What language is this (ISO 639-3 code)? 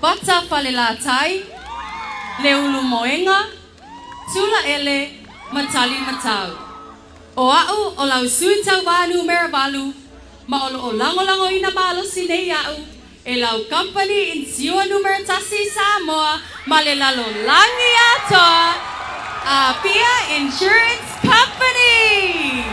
smo